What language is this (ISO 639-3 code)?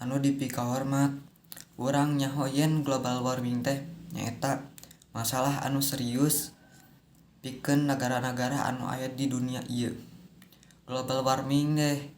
sun